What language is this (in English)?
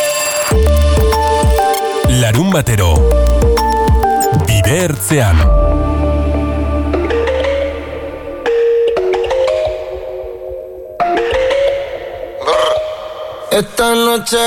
Basque